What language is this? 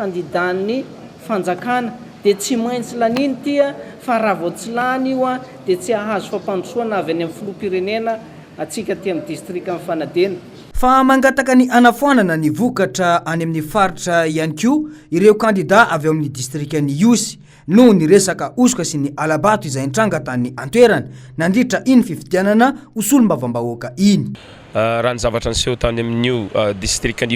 Malagasy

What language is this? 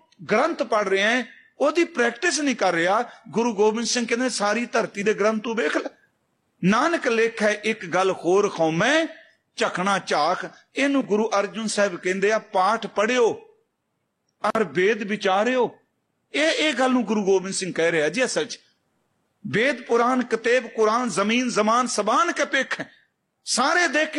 Punjabi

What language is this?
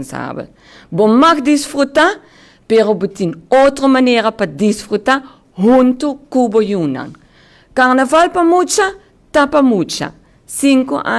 Papiamento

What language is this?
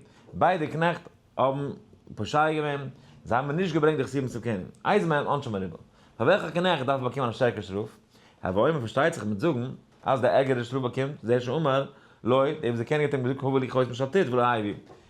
Yiddish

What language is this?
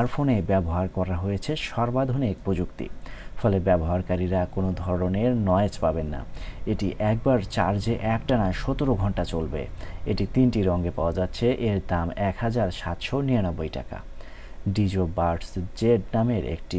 Bangla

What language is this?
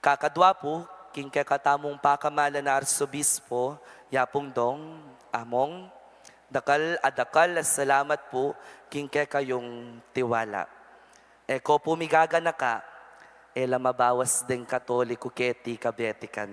Pampanga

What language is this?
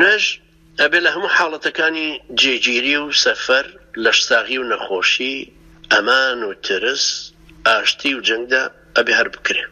Central Kurdish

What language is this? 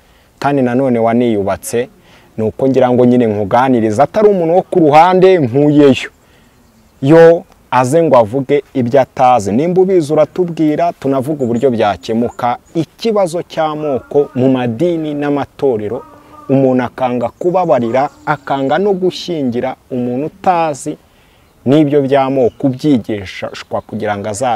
Kinyarwanda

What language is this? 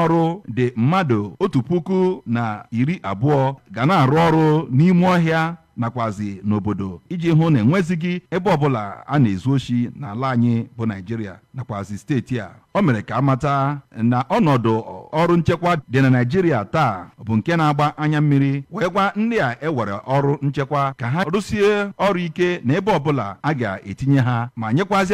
Igbo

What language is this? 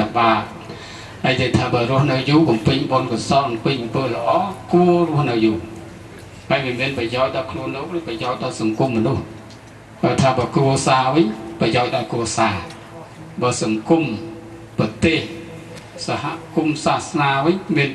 Khmer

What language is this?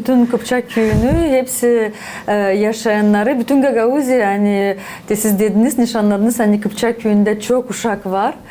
Gagauz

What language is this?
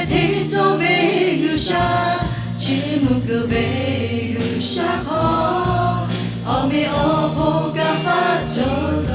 Lahu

